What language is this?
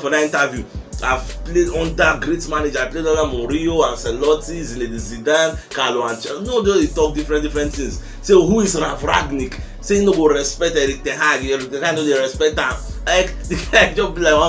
Nigerian Pidgin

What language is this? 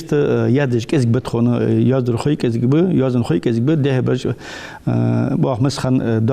Ingush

